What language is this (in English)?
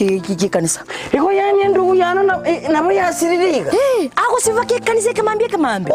Gusii